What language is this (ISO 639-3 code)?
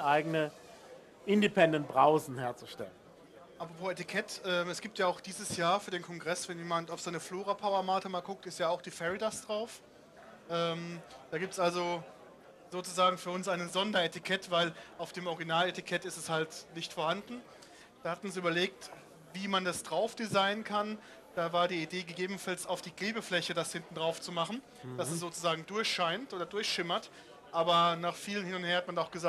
deu